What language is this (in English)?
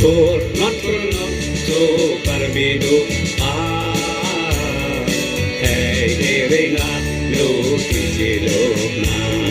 Karbi